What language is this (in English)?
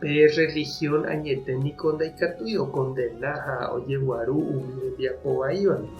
Guarani